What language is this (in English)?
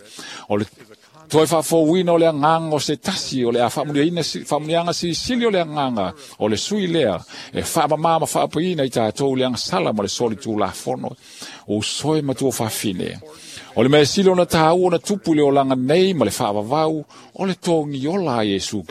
Samoan